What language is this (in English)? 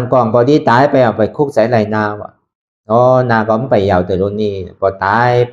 Shan